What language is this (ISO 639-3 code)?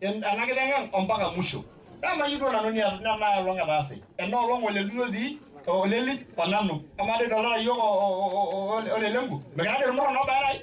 mas